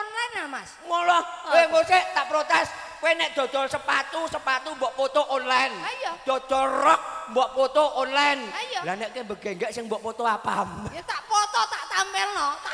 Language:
Javanese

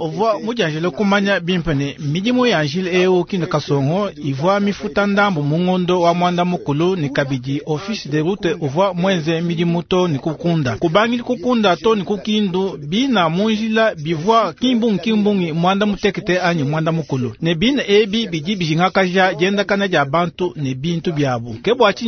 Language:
Luba-Lulua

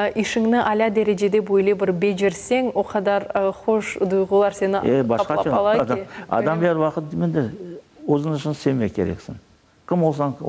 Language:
Crimean Tatar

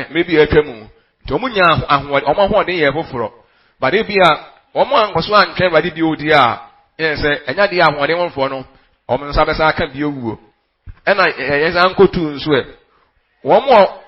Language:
Akan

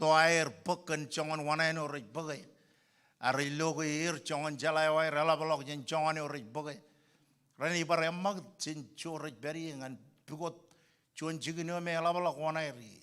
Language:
Marshallese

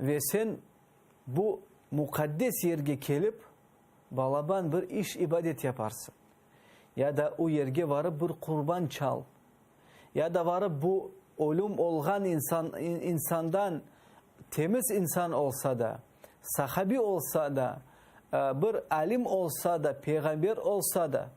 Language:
Crimean Tatar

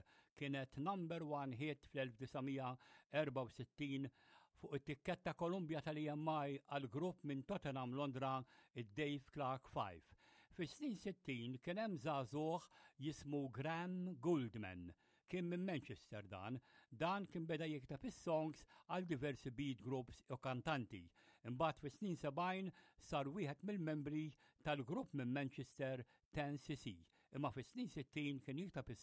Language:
Maltese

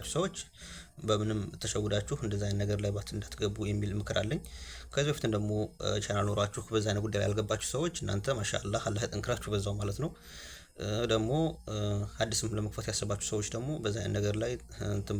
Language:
Amharic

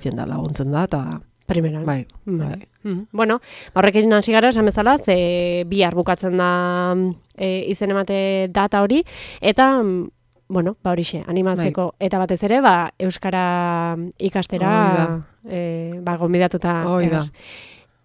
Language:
Basque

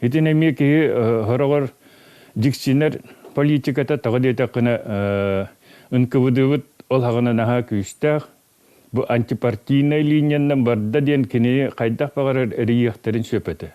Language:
Yakut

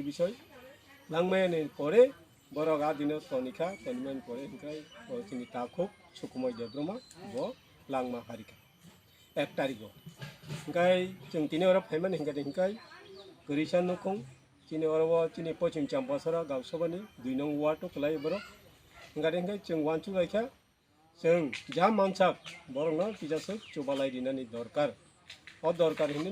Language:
Kok Borok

